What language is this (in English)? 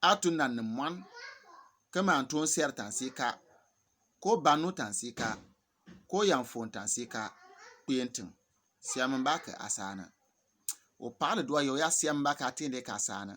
Bimoba